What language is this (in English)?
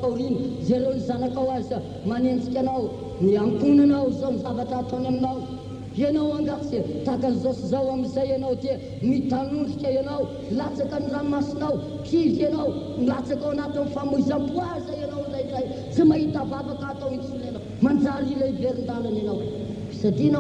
Malagasy